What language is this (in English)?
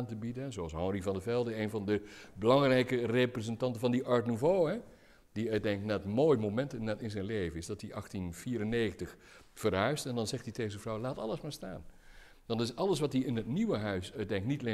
Dutch